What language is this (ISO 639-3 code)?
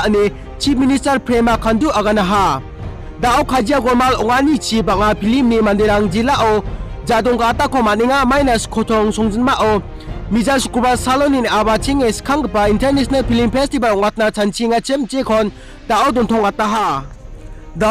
grt